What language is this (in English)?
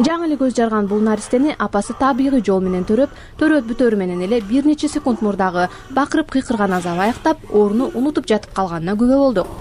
Kyrgyz